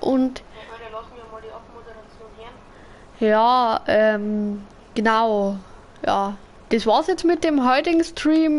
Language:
Bavarian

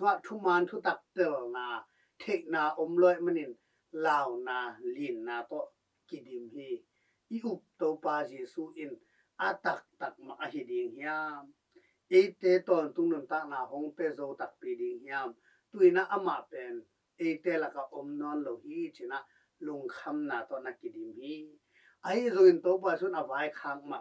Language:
Tedim Chin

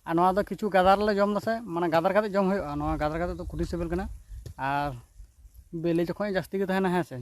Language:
Santali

